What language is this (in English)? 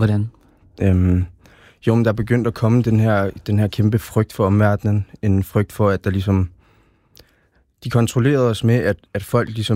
Danish